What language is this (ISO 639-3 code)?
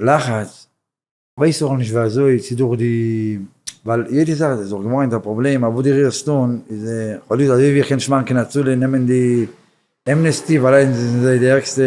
yid